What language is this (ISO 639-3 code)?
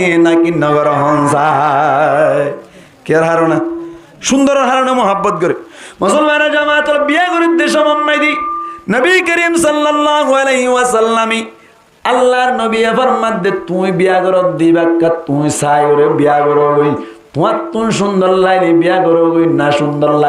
rhg